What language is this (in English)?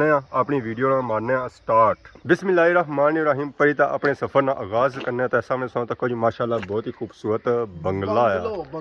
Pahari-Potwari